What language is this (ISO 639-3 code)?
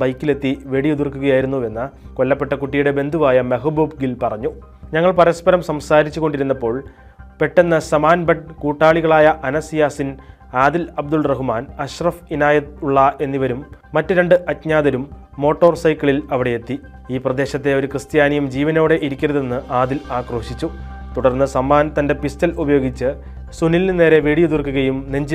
mal